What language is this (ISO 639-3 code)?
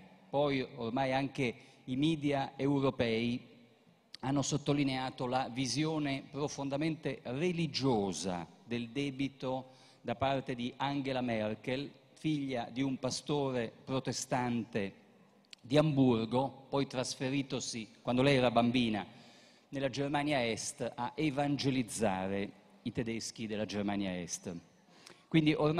ita